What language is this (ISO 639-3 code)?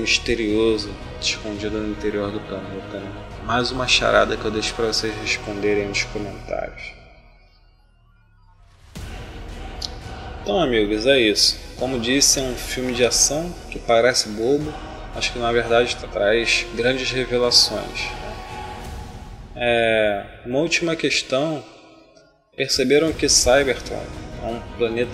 por